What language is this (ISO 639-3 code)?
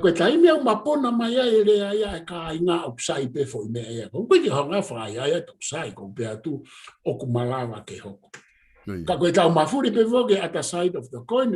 ton